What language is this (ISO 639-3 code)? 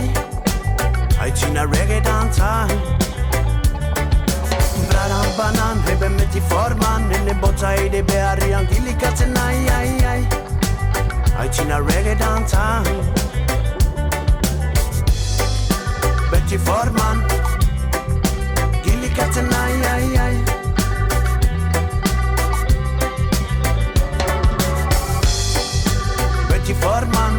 eus